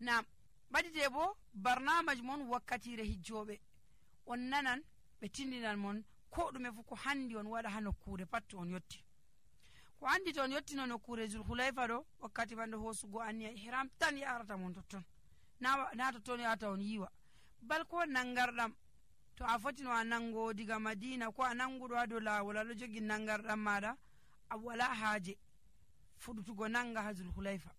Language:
Nigerian Fulfulde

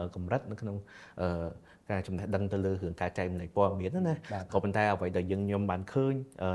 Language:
Khmer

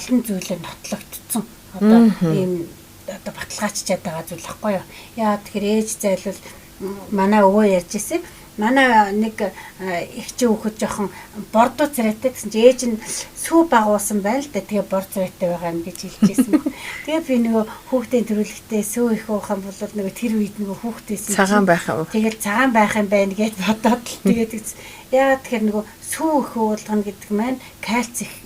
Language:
Mongolian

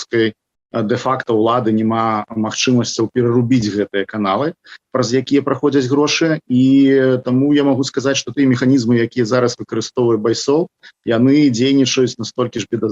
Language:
Belarusian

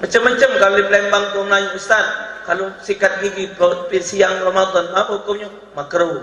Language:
Musi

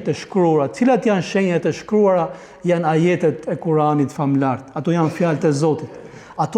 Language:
Albanian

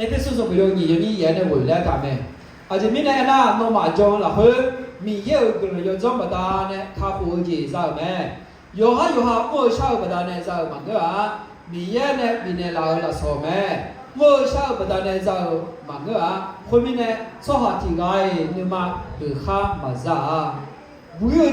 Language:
Akha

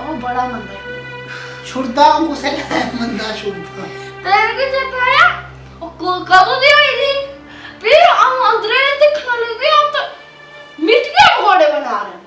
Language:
Dogri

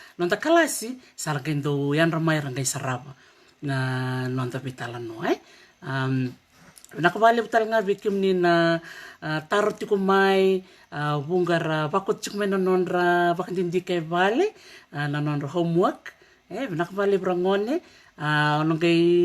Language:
Fijian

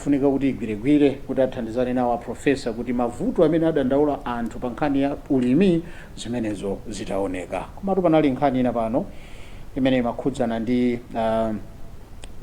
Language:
Nyanja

